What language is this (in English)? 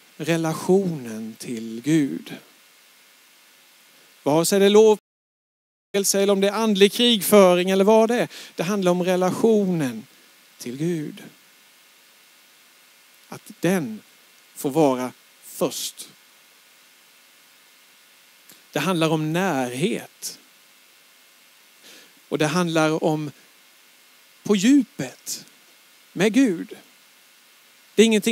Swedish